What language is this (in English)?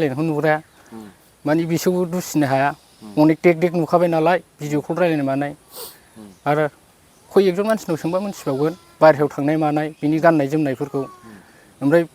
Bodo